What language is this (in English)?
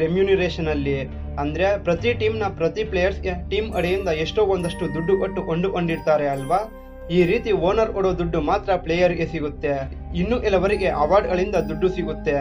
Kannada